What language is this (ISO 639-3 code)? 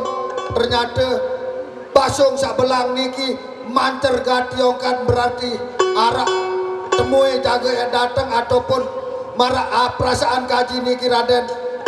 sas